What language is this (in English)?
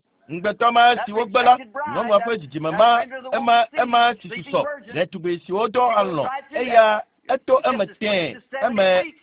Ewe